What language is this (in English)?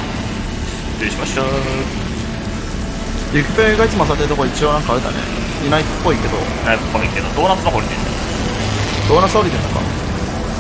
Japanese